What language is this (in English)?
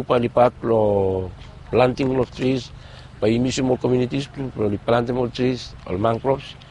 Bislama